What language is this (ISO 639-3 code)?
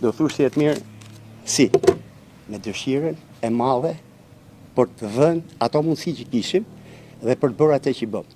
sqi